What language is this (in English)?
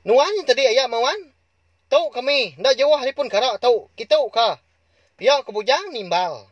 Iban